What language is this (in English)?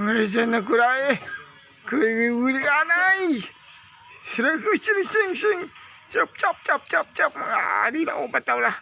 Banjar